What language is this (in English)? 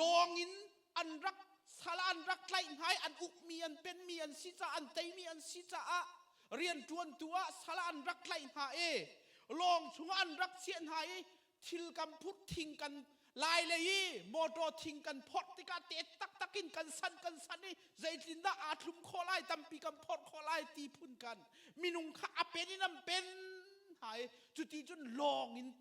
Hakha Chin